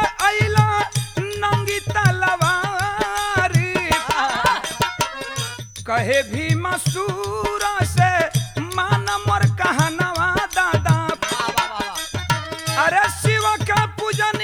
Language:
Bhojpuri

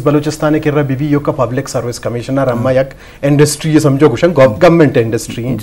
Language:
Eastern Balochi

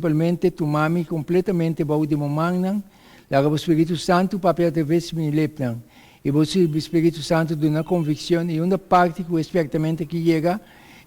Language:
Papiamento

